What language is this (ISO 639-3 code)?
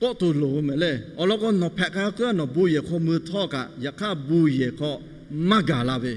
lhu